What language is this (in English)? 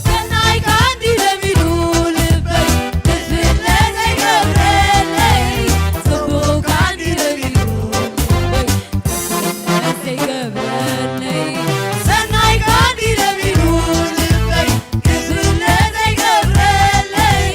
Tigrinya